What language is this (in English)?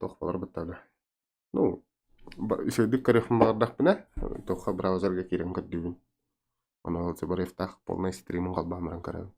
Yakut